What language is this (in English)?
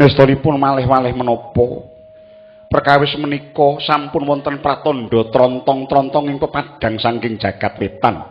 Javanese